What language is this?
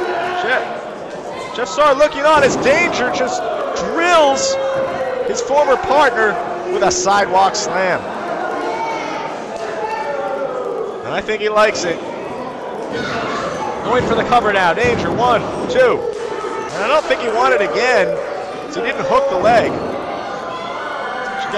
English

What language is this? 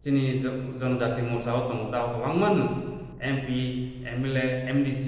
Kok Borok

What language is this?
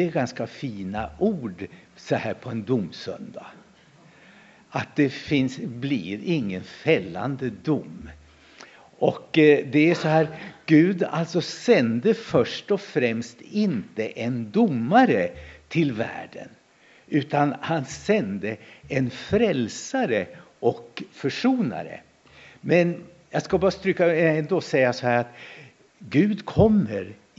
Swedish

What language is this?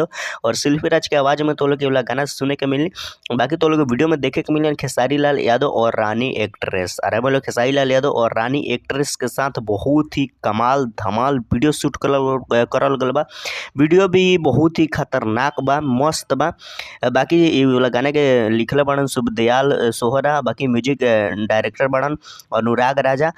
Bhojpuri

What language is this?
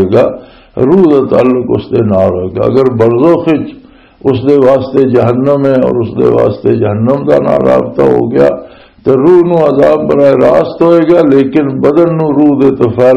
Western Panjabi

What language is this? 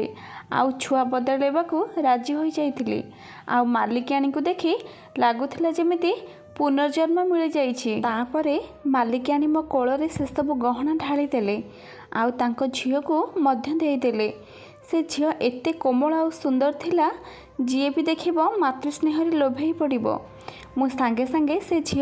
Odia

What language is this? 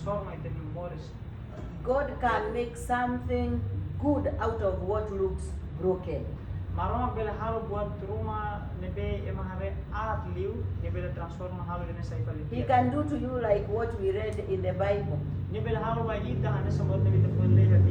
Tetum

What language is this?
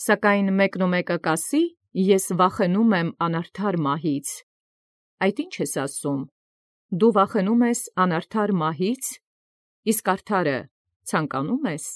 Armenian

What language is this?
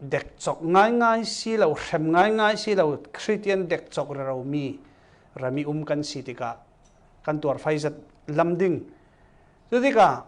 Falam Chin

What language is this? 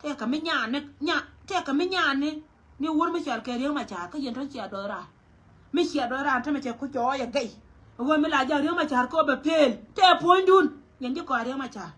Nuer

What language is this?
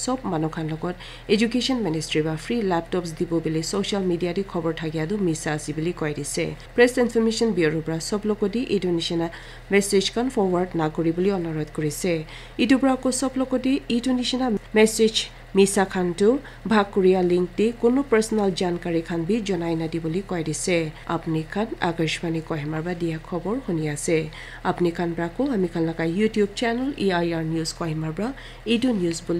Naga Pidgin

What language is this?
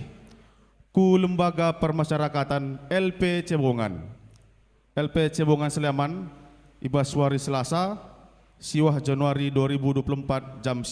Batak Karo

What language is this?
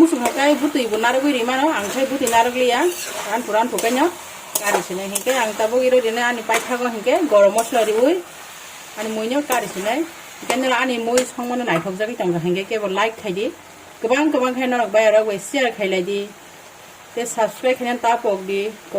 Kok Borok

